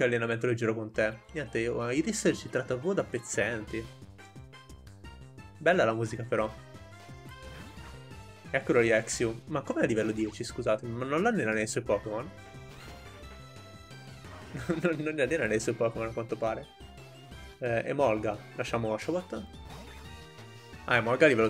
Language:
Italian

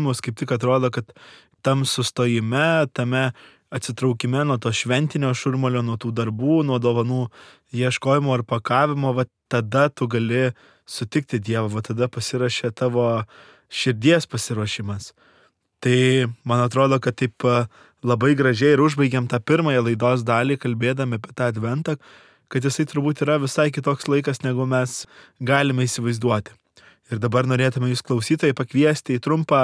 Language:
Lithuanian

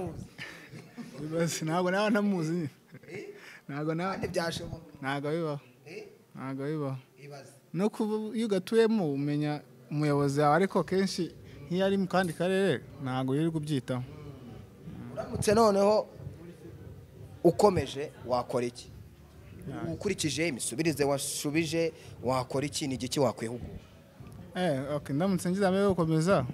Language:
Kinyarwanda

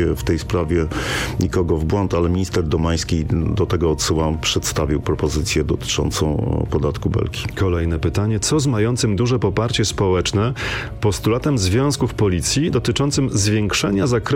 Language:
Polish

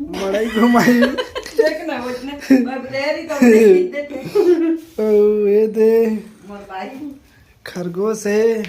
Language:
Chhattisgarhi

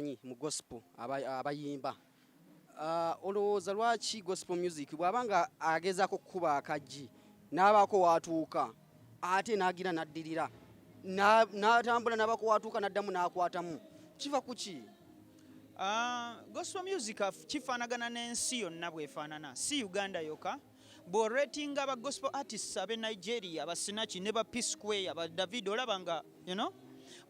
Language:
Ganda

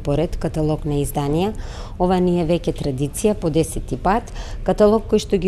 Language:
Macedonian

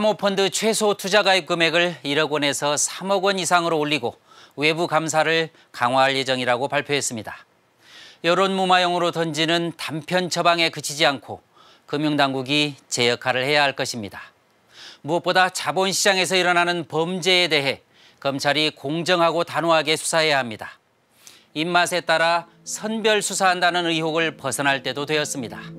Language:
Korean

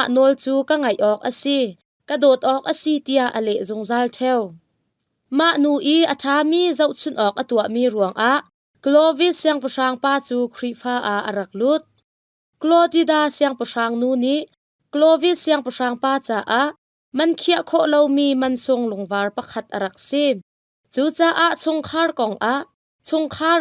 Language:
Hakha Chin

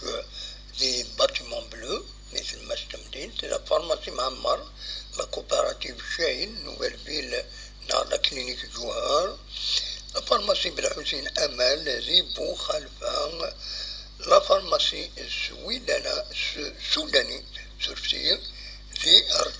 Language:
Kabyle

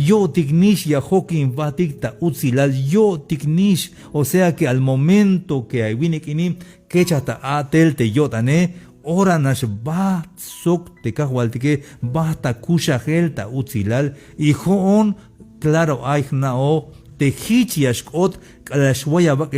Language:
Tzeltal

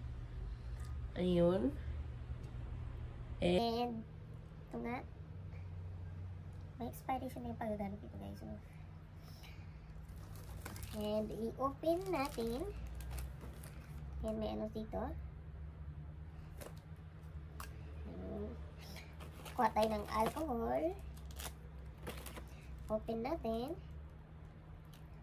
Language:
Filipino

